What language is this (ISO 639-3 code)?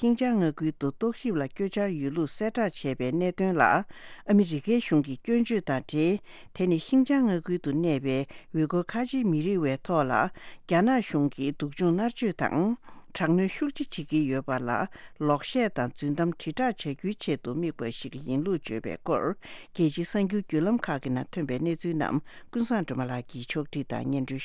bod